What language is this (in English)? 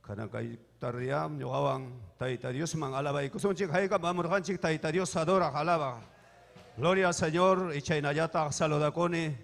Ayacucho Quechua